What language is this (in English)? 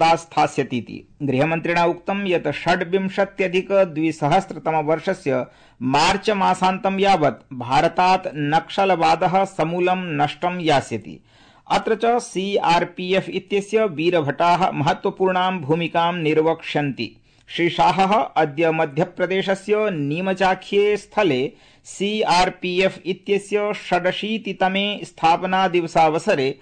Sanskrit